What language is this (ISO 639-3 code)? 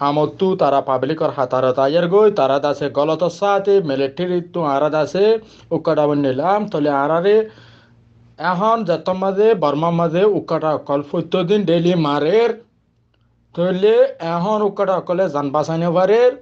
rhg